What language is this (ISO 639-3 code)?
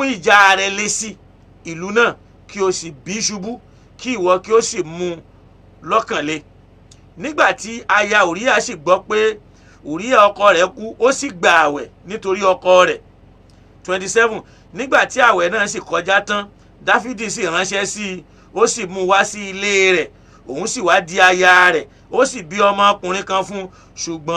yor